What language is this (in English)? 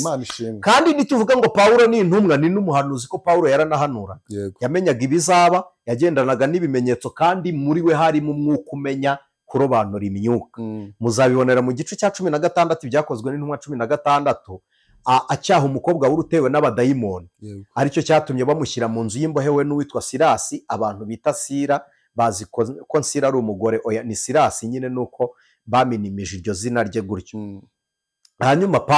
Kinyarwanda